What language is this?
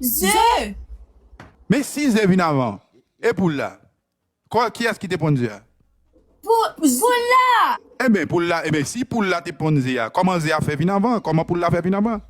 Haitian Creole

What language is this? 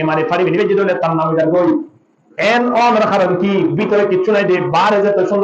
Rohingya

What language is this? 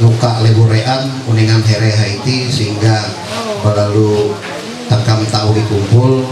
Ma'anyan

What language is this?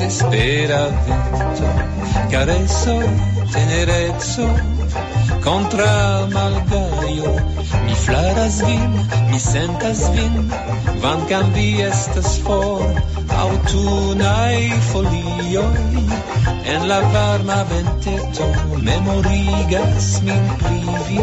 Esperanto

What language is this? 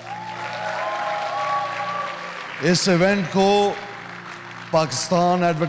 Hindi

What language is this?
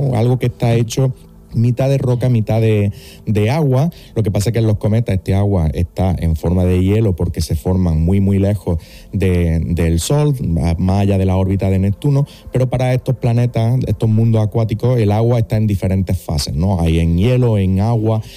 Spanish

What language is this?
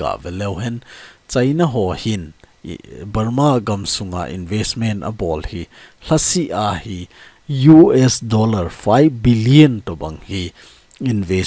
Thado Chin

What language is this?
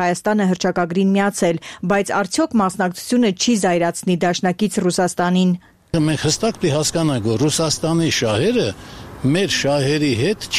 Armenian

